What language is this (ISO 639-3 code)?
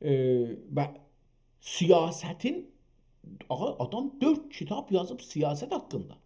azb